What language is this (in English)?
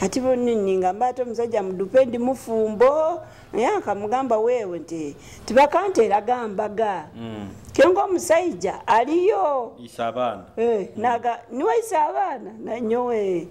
Nyoro